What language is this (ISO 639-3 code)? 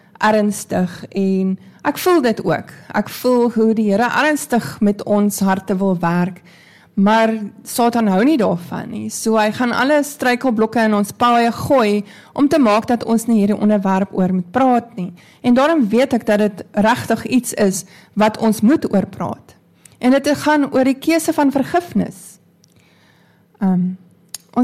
afr